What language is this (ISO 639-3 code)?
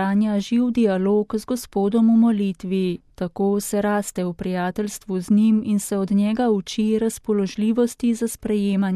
slv